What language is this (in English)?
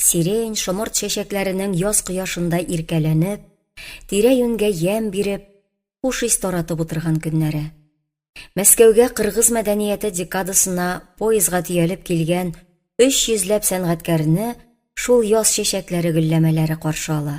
Tatar